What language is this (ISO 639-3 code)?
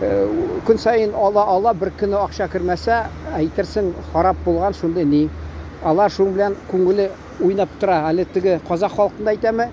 tat